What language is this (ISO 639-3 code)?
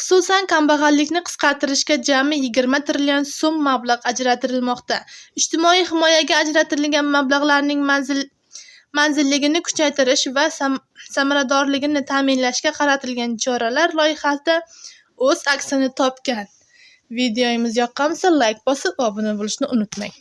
uzb